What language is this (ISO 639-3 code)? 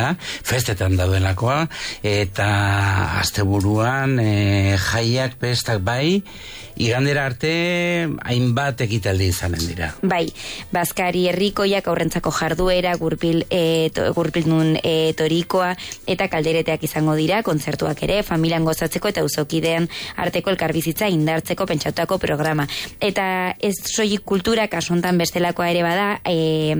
eus